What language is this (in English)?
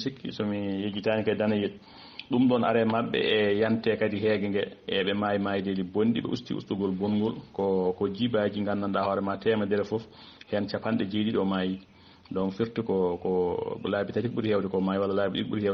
Fula